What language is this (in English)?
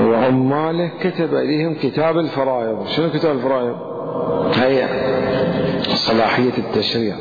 Mesopotamian Arabic